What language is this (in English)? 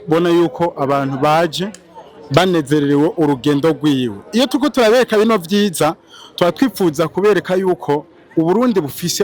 Rundi